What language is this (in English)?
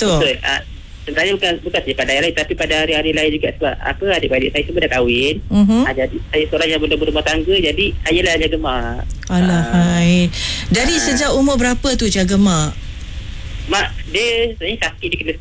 Malay